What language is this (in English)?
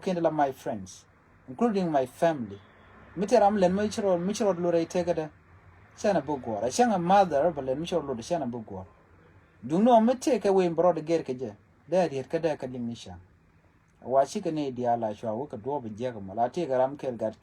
Nuer